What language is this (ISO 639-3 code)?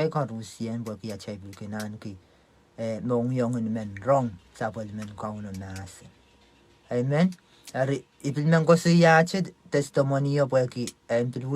pon